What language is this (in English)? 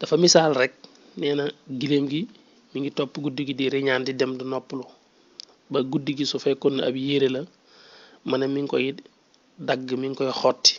Wolof